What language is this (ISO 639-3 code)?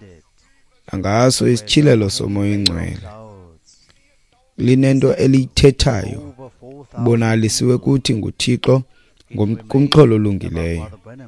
xho